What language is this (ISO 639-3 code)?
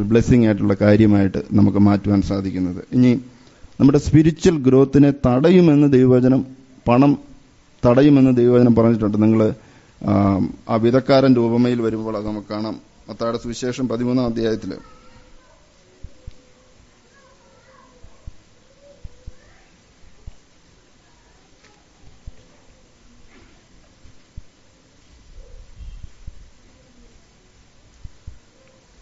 mal